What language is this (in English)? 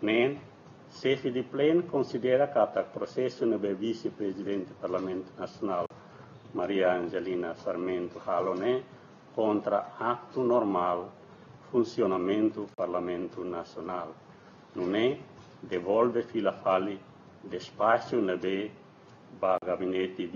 Tetum